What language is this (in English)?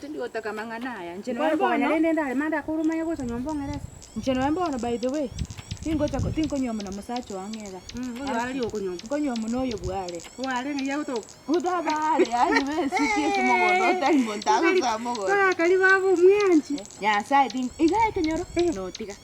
Gusii